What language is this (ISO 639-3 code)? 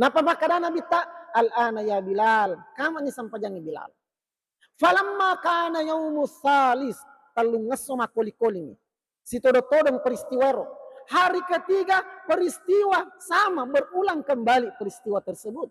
bug